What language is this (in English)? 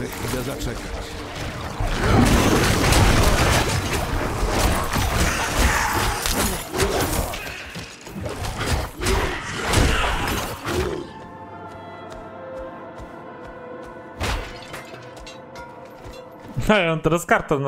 Polish